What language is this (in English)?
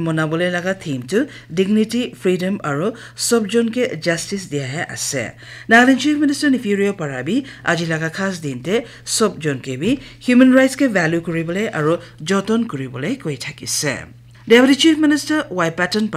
Naga Pidgin